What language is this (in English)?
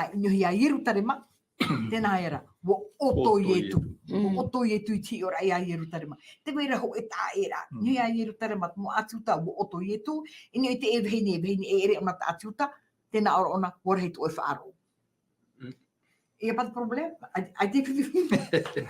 Tahitian